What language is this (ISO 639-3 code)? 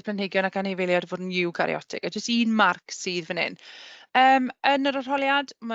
cym